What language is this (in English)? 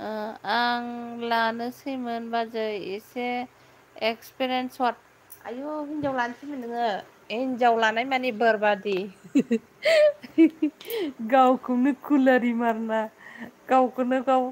Bodo